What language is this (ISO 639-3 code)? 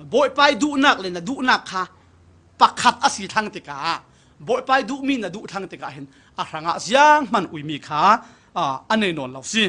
cfm